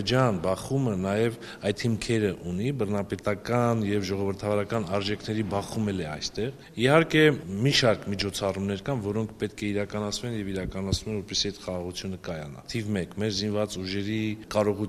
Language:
Armenian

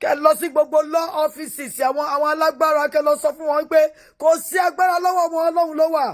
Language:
Yoruba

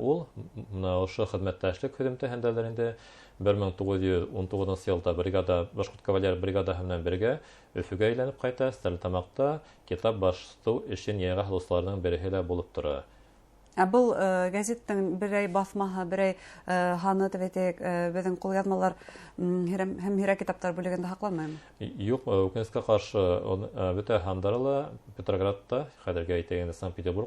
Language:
Bashkir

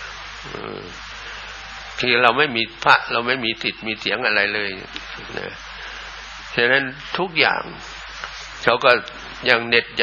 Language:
Thai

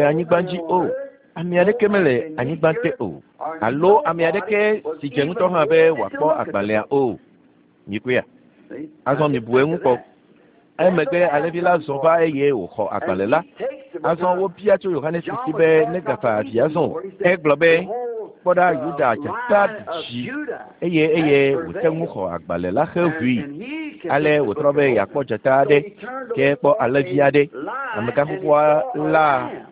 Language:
Ewe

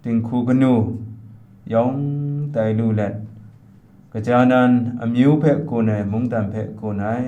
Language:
Kachin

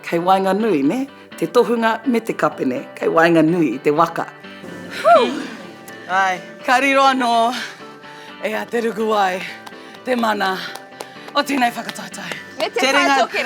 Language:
Māori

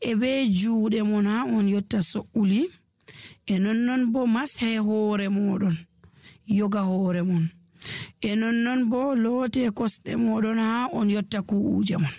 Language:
Nigerian Fulfulde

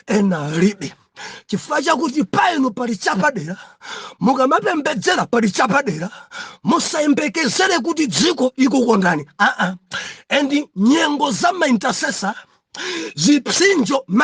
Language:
Nyanja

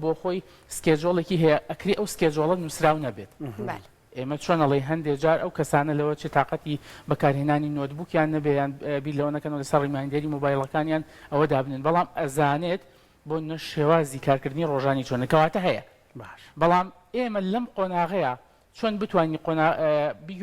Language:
Central Kurdish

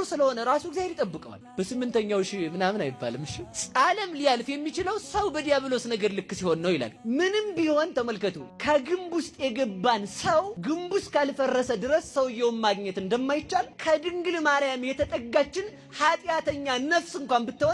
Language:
Amharic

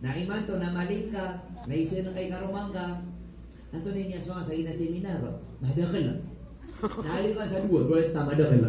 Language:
Maranao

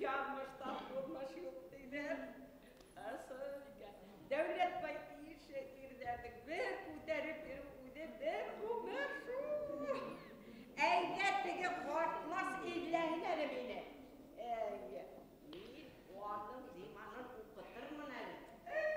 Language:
Bashkir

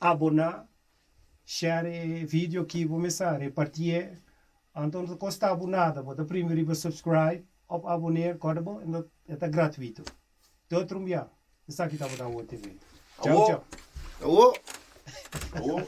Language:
Papiamento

